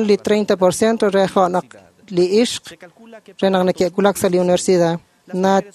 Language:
Kekchí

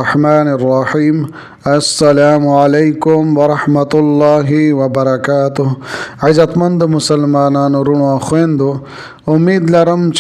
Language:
Pashto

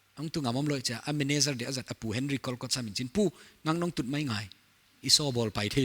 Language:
Paite Chin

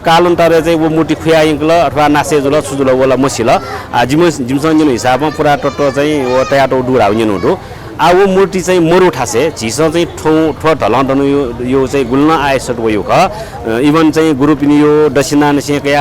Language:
Newari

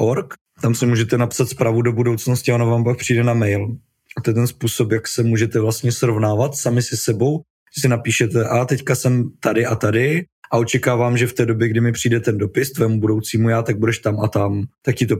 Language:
Czech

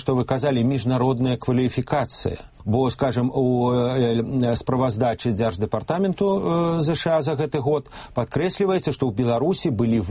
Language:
Belarusian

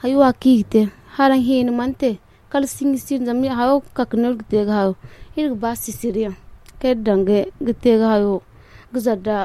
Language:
Zarma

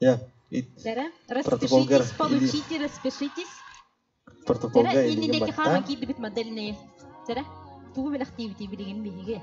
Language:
Yakut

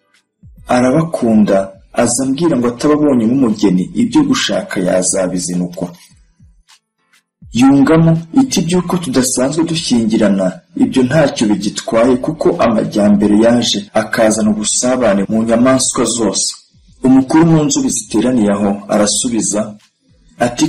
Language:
Kinyarwanda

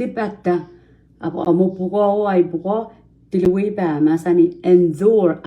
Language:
Pohnpeian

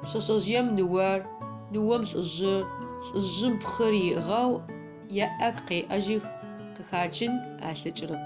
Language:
Adyghe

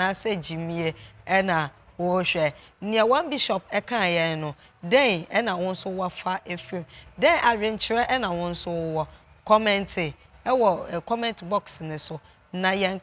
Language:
Akan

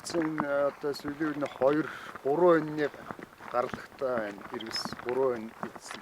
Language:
Mongolian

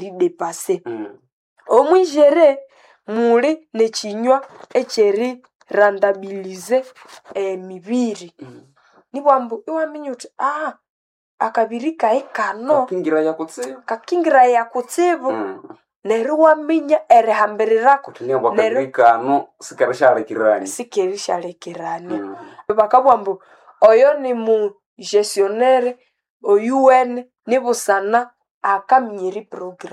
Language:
Nande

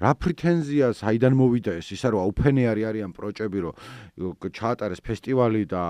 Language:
Georgian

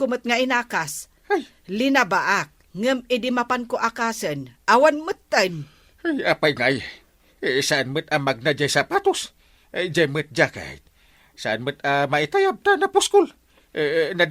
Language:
Iloko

